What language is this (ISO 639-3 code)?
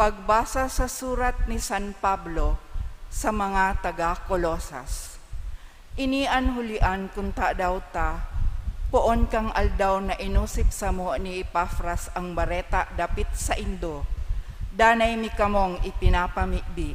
bik